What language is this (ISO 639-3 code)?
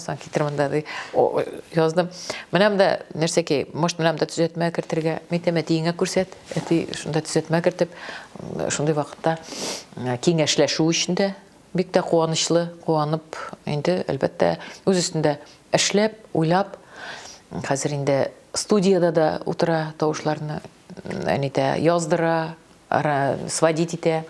tat